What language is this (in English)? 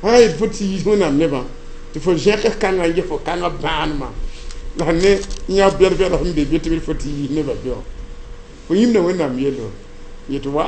Mossi